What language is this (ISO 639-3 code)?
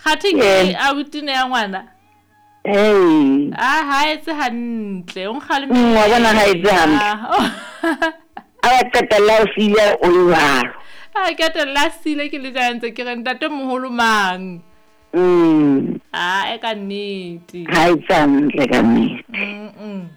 sot